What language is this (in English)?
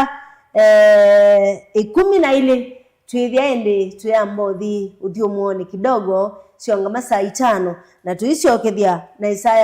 Kamba